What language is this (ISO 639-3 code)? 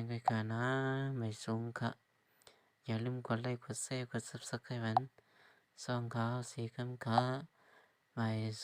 shn